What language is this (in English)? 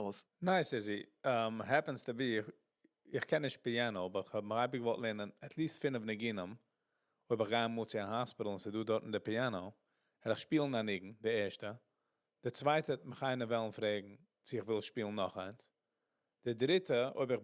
Yiddish